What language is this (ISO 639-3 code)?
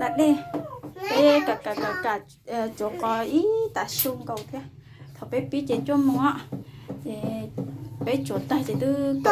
hmn